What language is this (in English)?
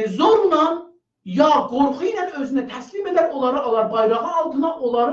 South Azerbaijani